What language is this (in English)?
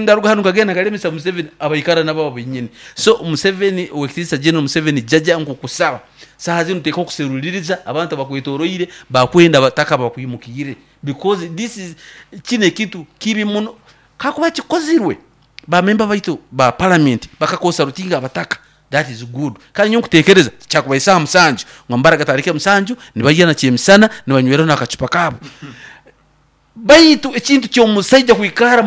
Nyoro